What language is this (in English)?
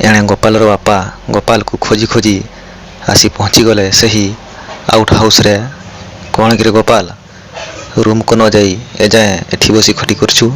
Odia